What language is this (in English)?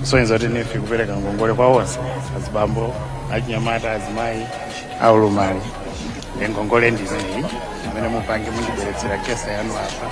Nyanja